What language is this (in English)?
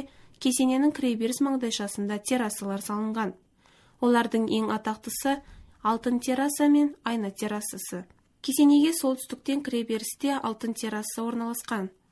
Kazakh